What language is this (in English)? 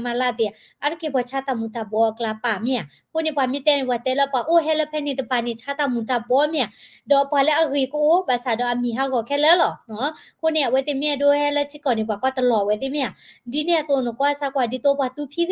S'gaw Karen